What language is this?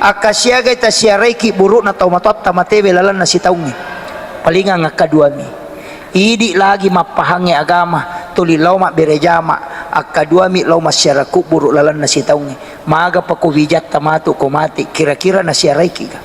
Buginese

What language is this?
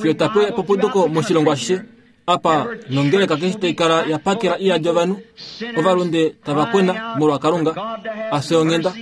Kuanyama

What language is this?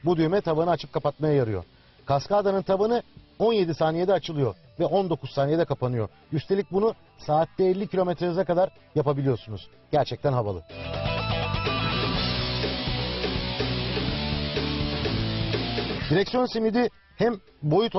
Turkish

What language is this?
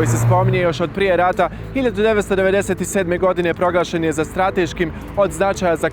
Bosnian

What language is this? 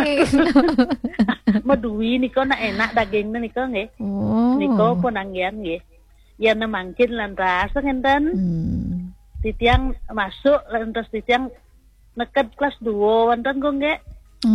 Balinese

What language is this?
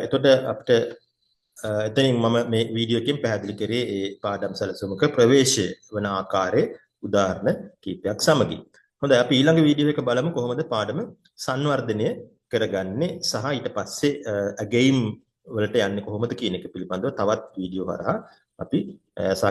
Sinhala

